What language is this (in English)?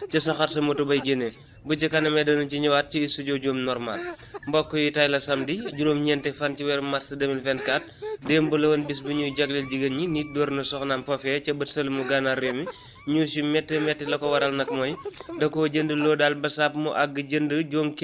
Wolof